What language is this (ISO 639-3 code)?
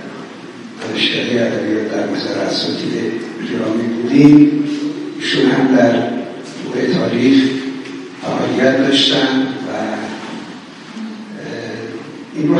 fas